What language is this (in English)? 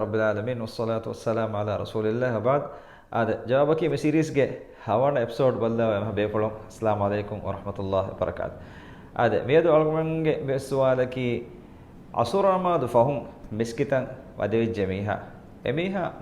Divehi